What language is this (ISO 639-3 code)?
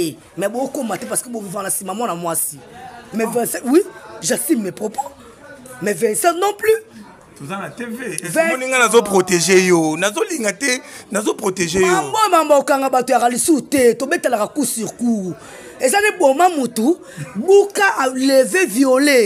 lin